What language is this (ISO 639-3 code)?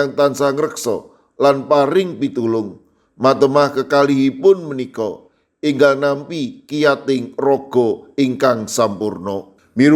jav